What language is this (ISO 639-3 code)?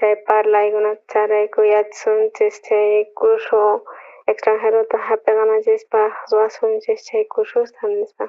quh